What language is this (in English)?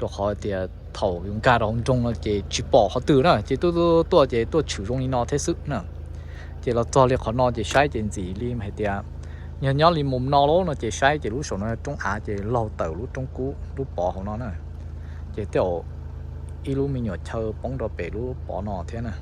Hmong